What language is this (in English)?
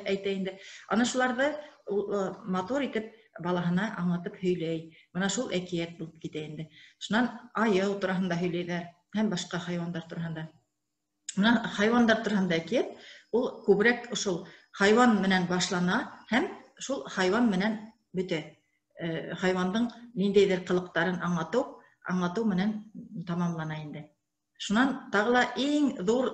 Bashkir